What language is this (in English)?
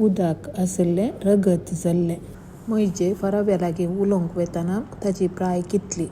Konkani